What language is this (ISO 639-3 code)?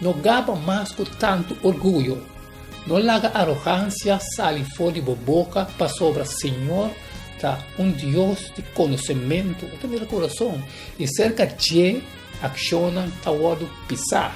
pap